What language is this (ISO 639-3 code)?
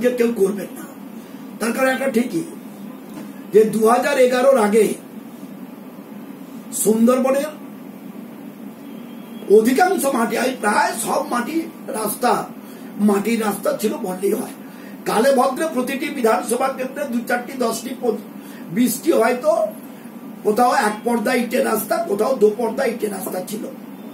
ben